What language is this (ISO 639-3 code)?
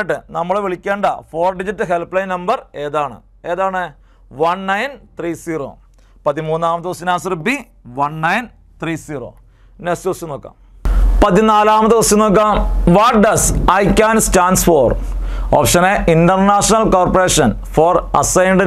mal